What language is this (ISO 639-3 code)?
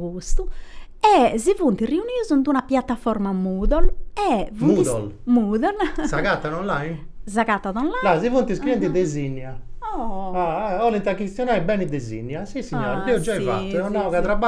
srd